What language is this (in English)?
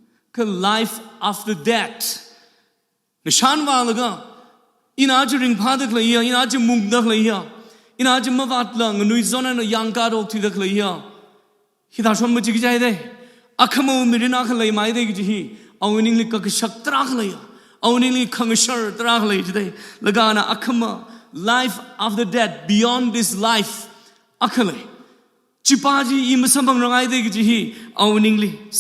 Tangkhul Naga (India)